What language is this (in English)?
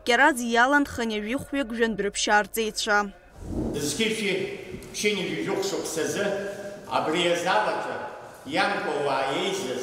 Abkhazian